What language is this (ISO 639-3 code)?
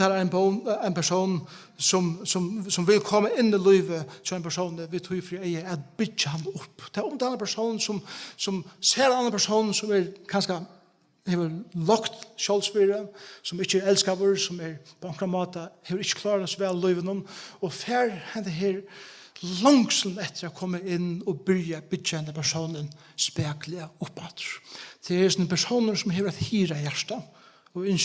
fao